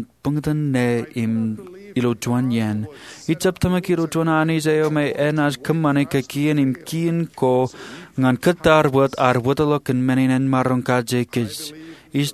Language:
Marshallese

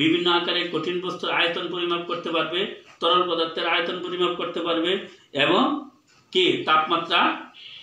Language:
Bangla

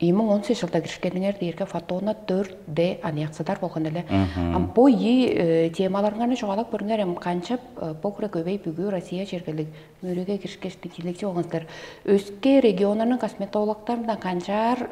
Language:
Tuvinian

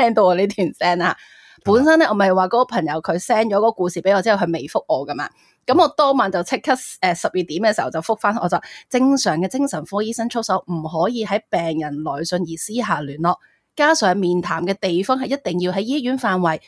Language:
Cantonese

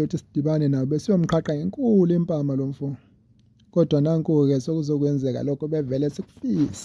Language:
Zulu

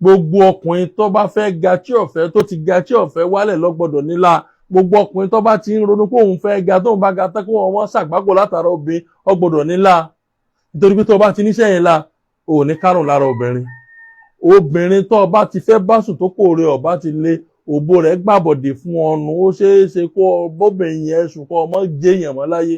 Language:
Yoruba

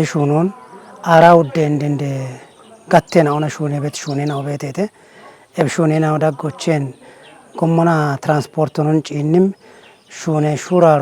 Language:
Kafa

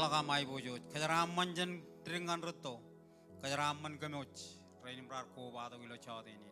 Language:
Marshallese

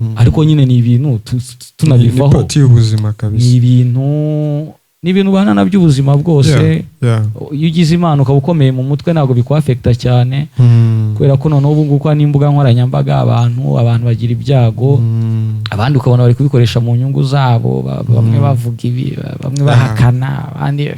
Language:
Kinyarwanda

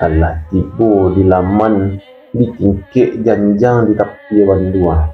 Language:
Minangkabau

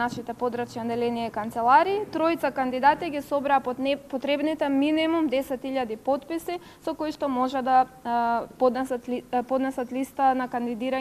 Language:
Macedonian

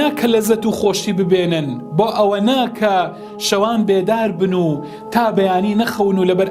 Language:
Central Kurdish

